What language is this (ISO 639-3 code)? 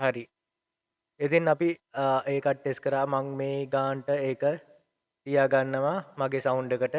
sin